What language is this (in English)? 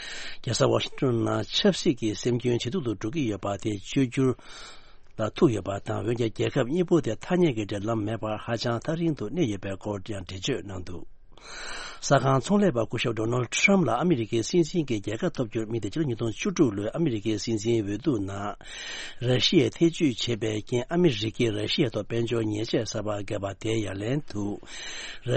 Tibetan